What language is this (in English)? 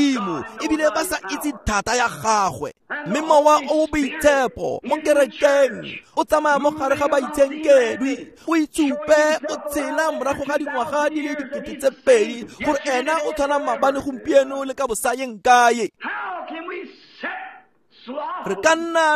Tswana